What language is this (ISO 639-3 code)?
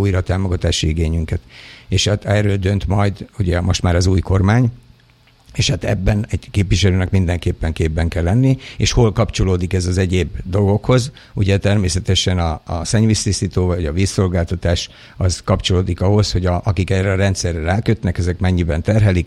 hun